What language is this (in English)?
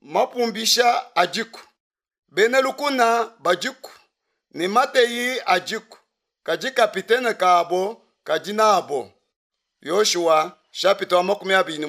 Luba-Lulua